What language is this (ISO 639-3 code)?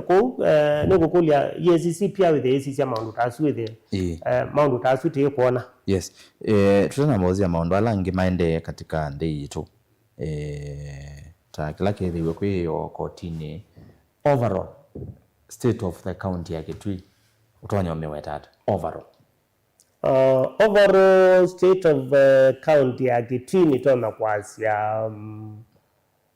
kam